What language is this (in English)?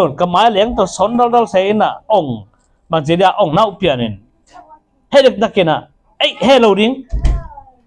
Tedim Chin